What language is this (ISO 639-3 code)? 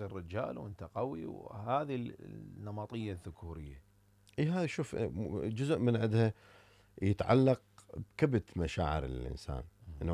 acm